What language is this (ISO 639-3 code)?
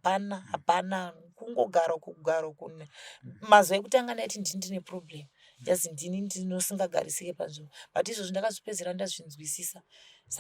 sna